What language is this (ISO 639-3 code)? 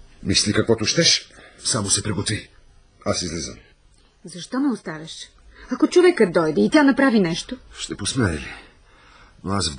bul